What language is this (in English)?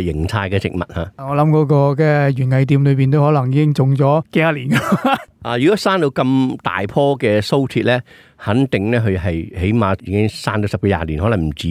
Cantonese